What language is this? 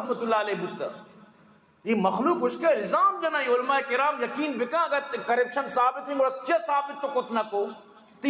Eastern Balochi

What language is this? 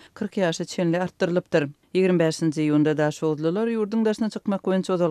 Turkmen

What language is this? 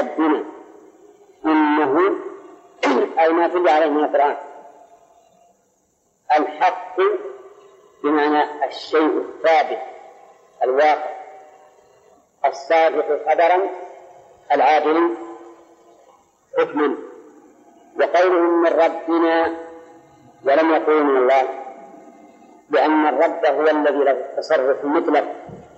Arabic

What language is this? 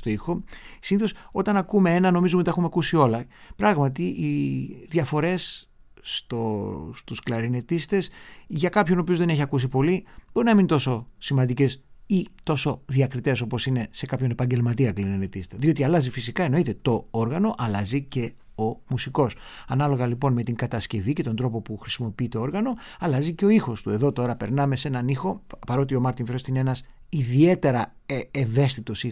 Greek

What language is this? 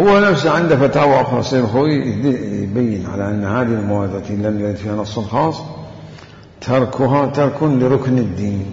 Mesopotamian Arabic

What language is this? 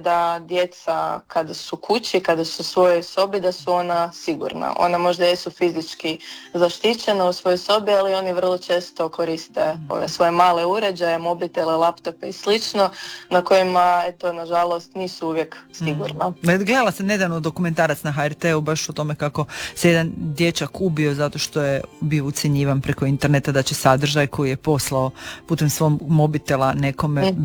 Croatian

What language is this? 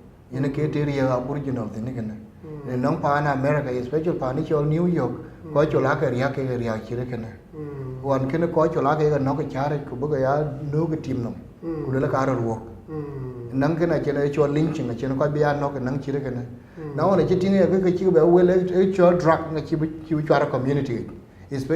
Dinka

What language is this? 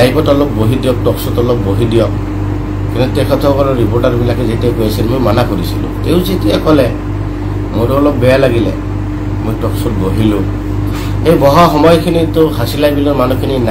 Assamese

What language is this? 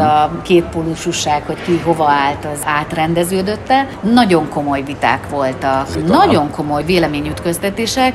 Hungarian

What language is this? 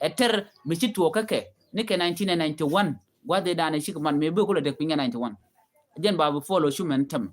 Nuer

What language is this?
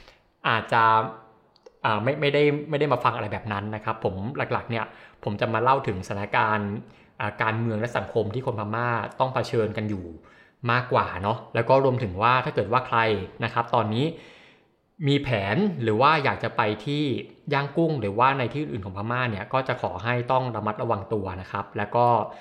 Thai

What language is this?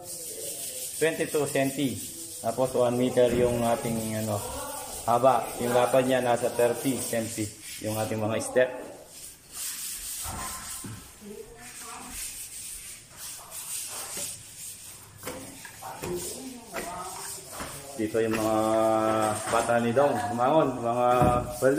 Filipino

